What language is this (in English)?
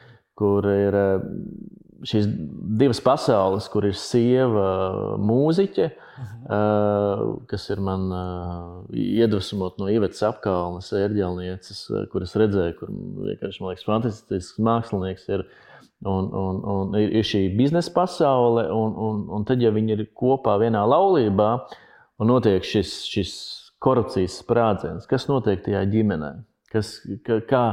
Latvian